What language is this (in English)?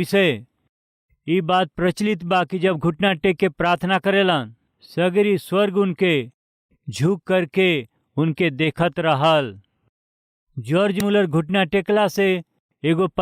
Bhojpuri